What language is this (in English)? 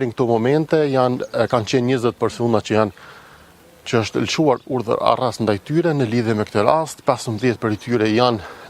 Albanian